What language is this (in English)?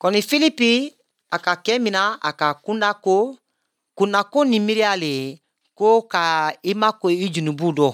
Bambara